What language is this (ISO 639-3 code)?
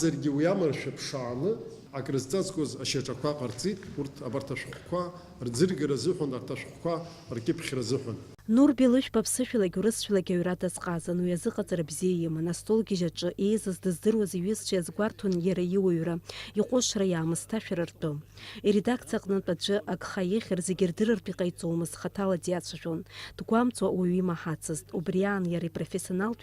abk